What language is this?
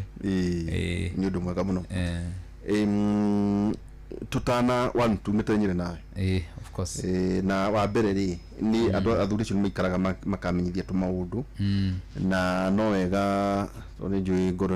Kikuyu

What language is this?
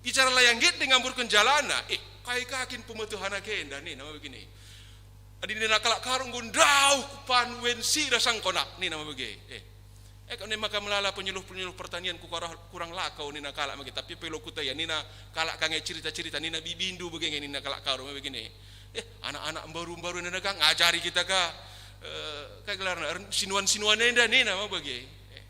Batak Karo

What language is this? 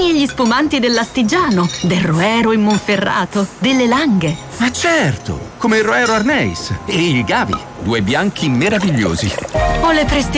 Italian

